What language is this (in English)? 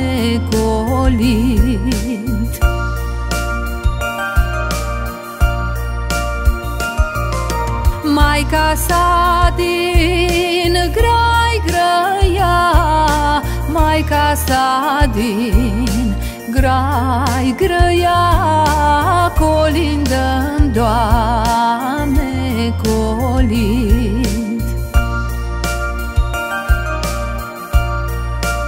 Romanian